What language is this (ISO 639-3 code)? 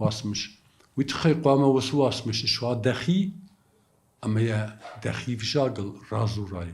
oss